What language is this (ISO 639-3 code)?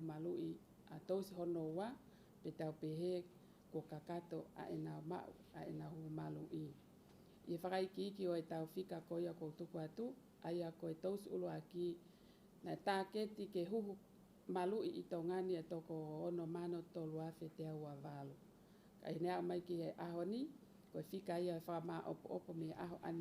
ton